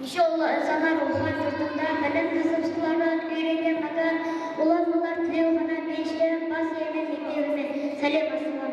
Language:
Kara-Kalpak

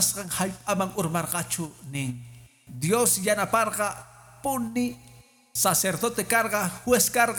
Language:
Quechua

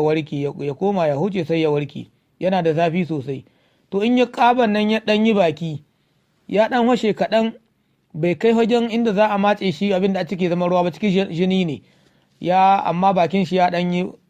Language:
Hausa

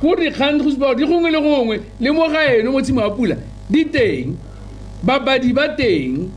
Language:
Tswana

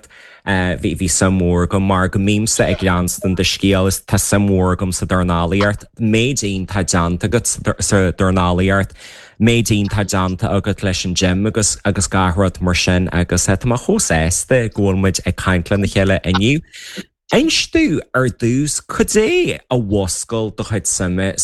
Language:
Irish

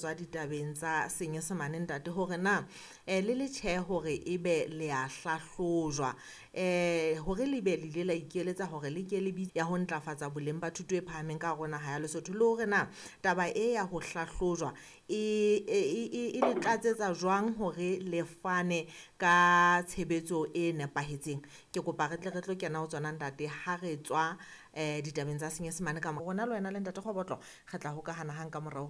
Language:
Southern Sotho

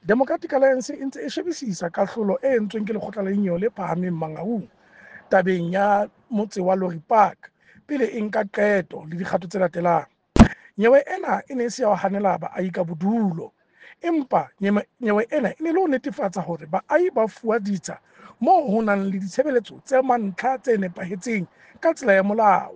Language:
Southern Sotho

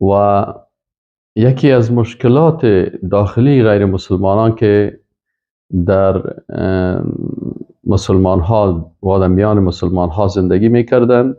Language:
Persian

